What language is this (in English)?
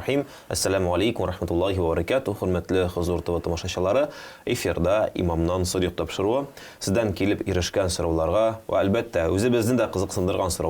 Tatar